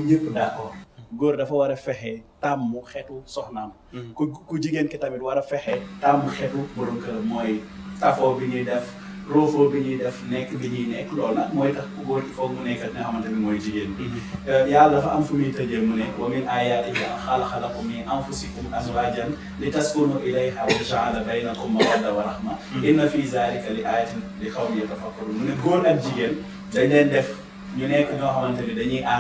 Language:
Wolof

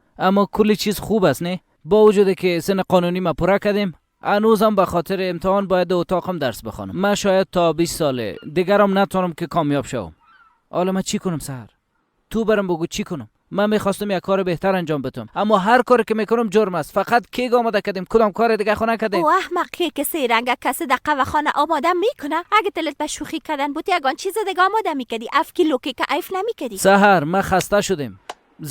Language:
Persian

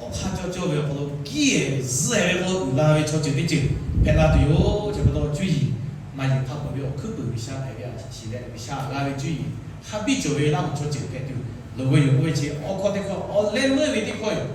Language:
Lahu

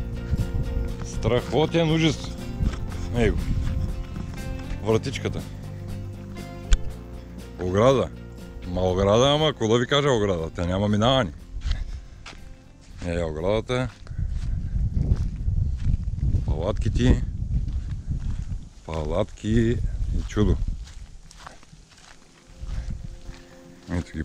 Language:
Bulgarian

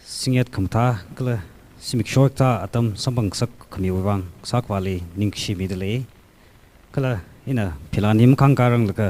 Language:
Tangkhul Naga (India)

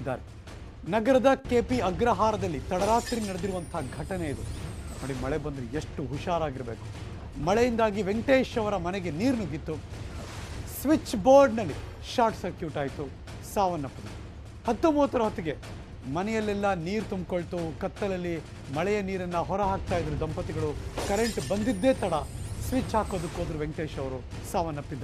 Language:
Kannada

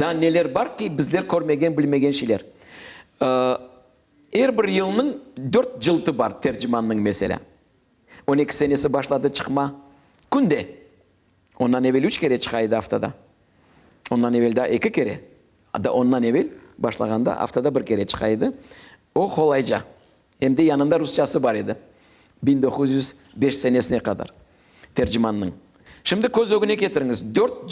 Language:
Crimean Tatar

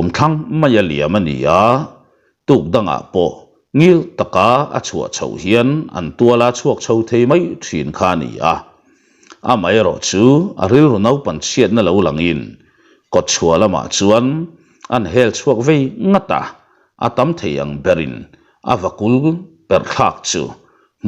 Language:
Mizo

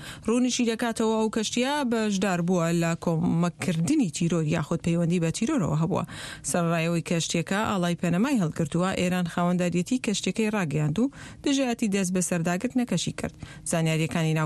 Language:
Central Kurdish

